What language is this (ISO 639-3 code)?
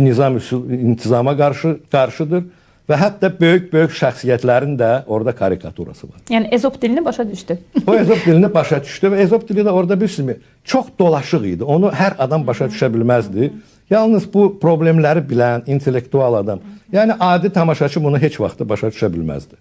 aze